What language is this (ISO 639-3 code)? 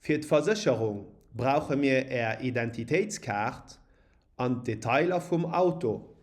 ltz